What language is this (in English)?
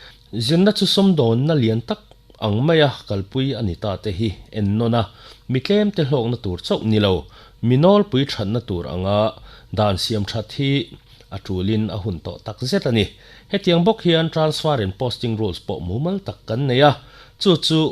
Mizo